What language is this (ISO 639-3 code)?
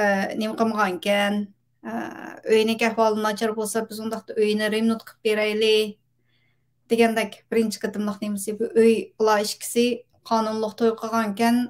uig